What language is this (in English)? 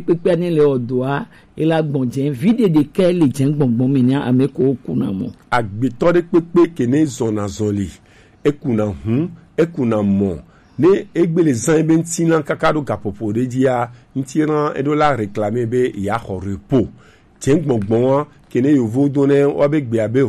Gen